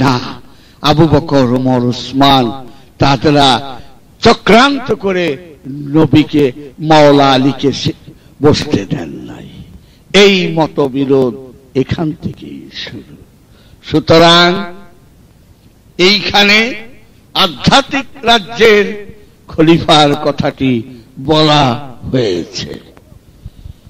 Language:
Bangla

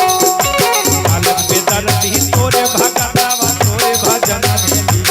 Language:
Magahi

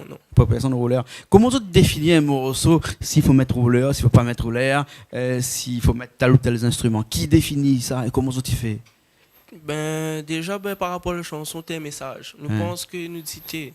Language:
Réunion Creole French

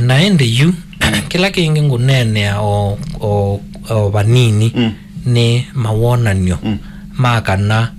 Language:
Kamba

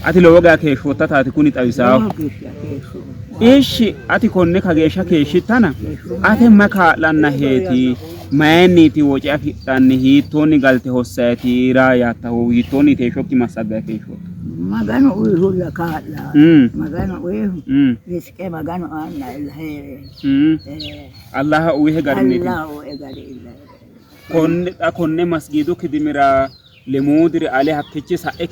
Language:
Sidamo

